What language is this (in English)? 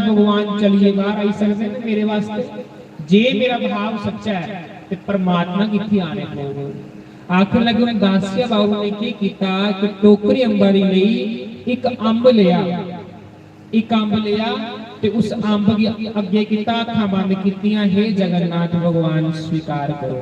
Dogri